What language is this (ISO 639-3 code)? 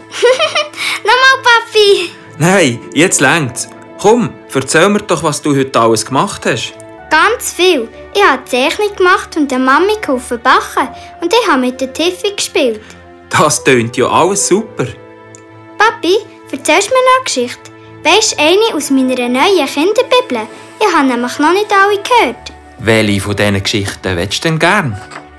gsw